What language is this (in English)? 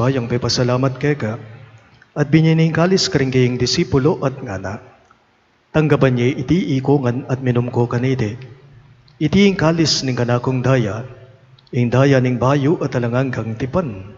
Pampanga